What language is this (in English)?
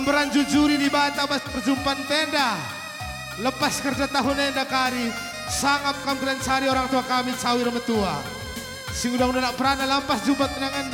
Batak Karo